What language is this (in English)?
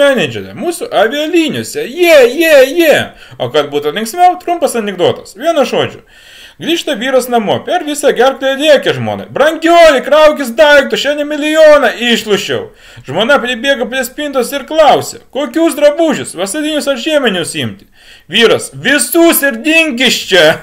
Lithuanian